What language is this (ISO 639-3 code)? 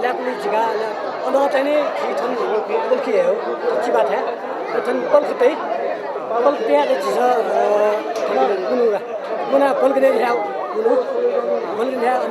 new